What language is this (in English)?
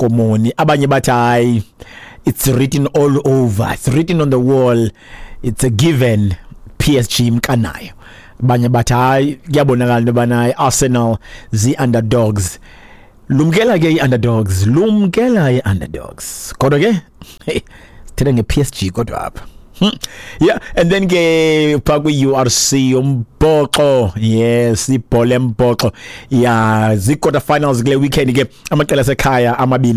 Xhosa